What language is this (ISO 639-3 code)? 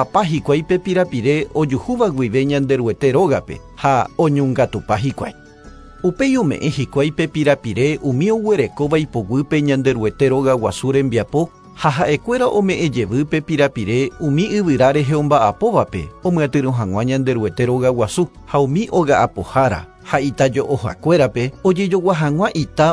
grn